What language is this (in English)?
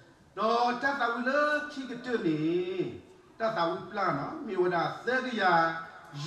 S'gaw Karen